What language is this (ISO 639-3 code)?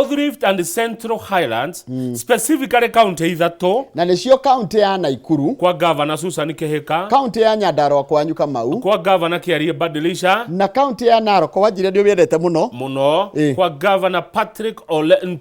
kik